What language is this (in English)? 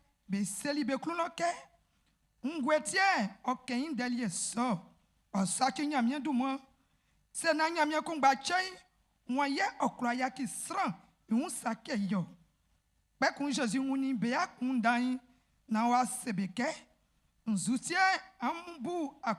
Baoulé